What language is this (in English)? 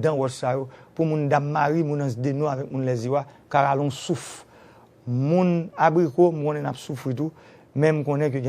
Haitian Creole